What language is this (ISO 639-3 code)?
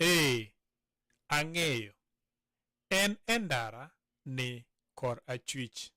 luo